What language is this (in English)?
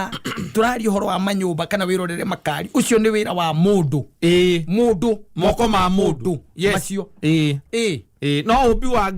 Kikuyu